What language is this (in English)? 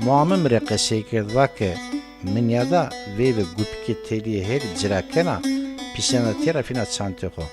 Zaza